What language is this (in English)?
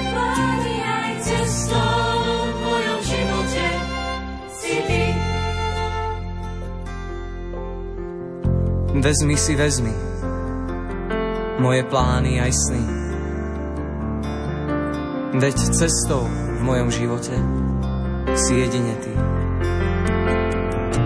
Slovak